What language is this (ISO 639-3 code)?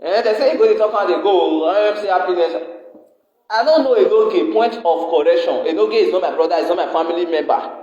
pcm